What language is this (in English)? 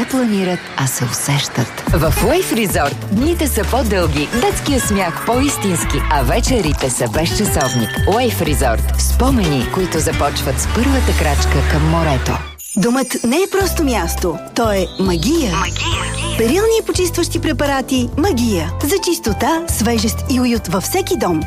Bulgarian